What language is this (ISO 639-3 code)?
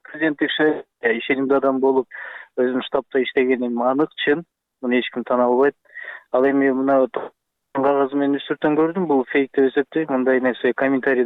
kir